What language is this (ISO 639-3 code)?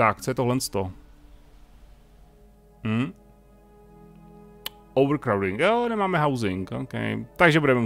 ces